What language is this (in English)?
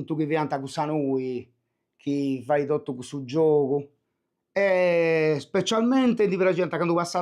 Sardinian